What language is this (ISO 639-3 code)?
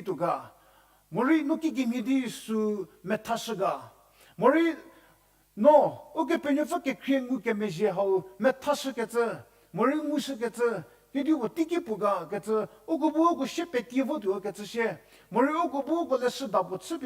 njm